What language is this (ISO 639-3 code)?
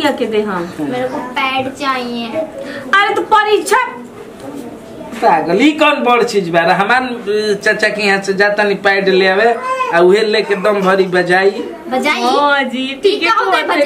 bho